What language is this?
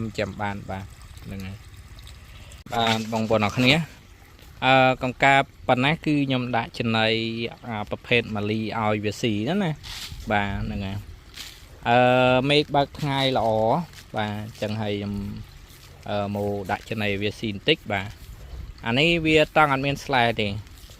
Khmer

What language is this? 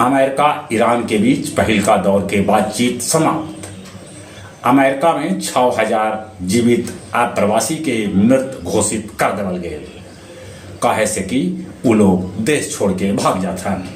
Magahi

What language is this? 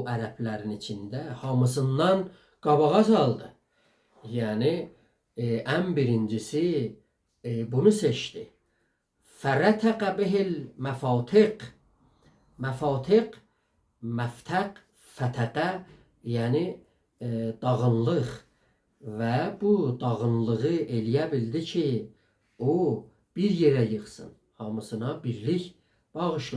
South Azerbaijani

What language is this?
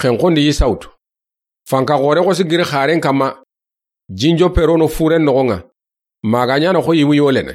Soninke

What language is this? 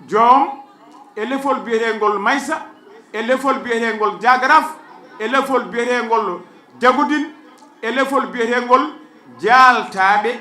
Fula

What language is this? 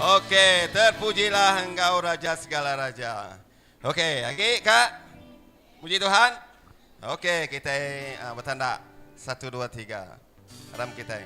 Iban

